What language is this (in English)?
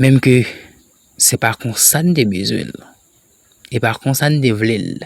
Haitian Creole